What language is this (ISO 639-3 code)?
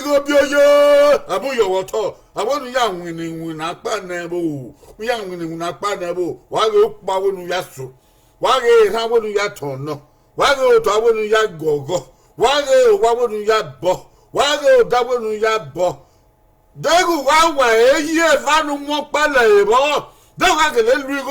bin